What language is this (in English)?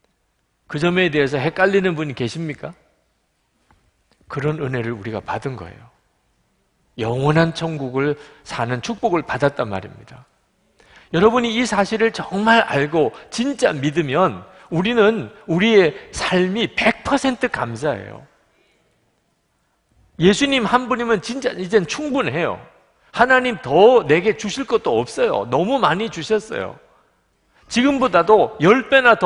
Korean